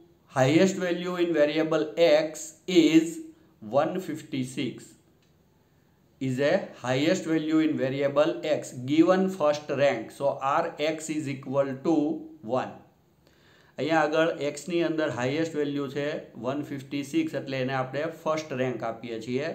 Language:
Gujarati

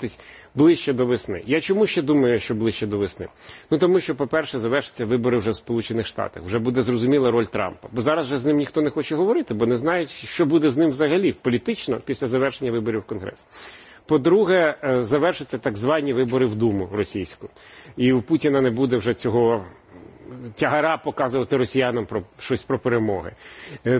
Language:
Ukrainian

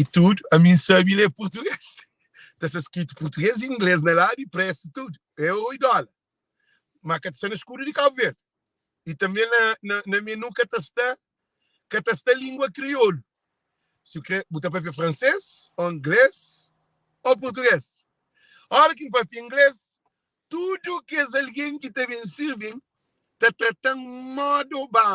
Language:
Kabuverdianu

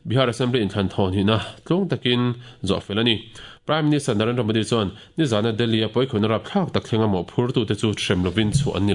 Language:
Mizo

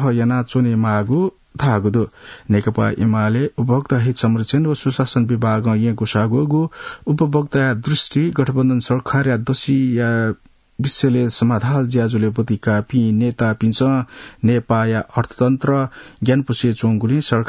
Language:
Newari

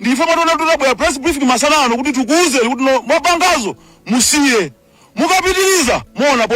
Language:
Nyanja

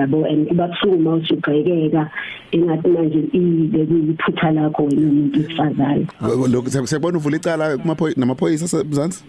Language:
Zulu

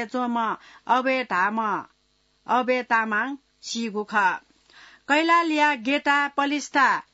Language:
Newari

